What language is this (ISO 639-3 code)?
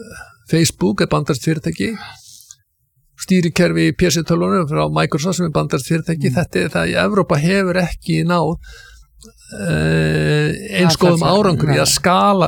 isl